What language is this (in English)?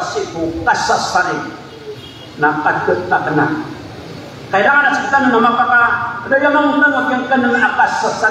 Maranao